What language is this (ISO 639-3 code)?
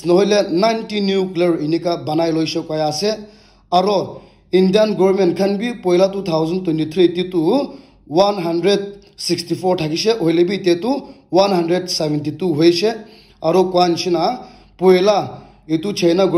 nag